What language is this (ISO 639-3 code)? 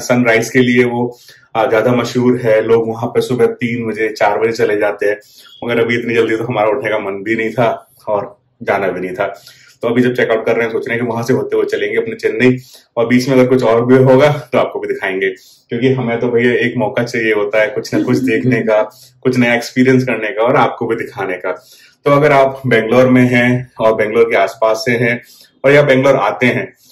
hin